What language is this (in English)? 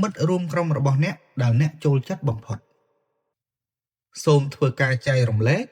Khmer